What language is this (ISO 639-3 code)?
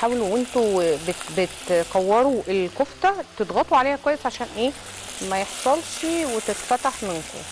arz